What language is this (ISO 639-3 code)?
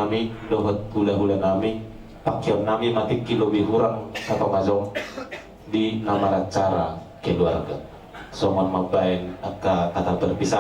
bbc